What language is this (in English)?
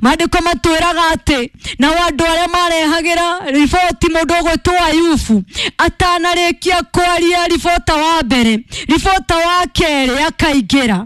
Kikuyu